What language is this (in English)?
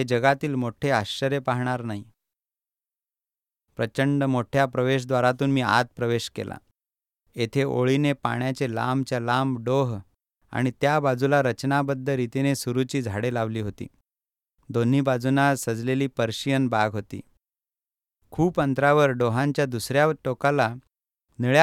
Marathi